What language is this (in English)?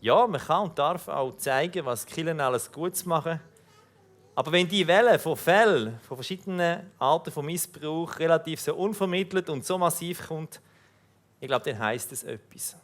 Swiss German